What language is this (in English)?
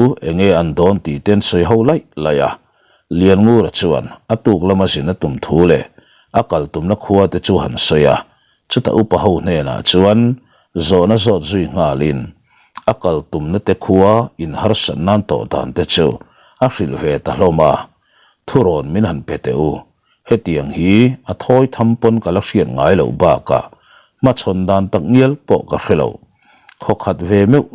Mizo